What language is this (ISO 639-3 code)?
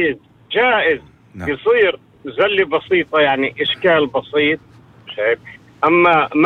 apc